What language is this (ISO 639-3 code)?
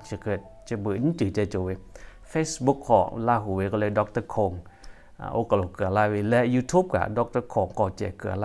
lhu